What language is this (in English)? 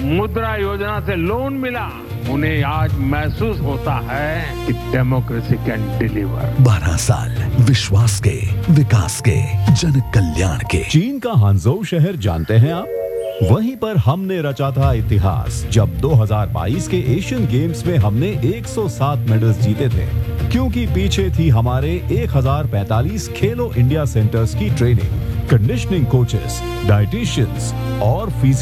Hindi